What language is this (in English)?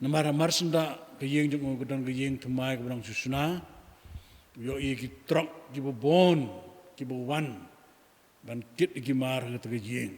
Khasi